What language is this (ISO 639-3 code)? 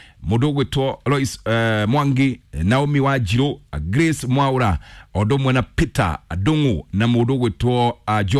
kik